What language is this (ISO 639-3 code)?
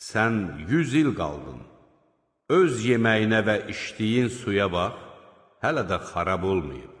aze